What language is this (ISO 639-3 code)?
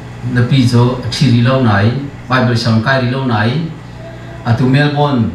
cnh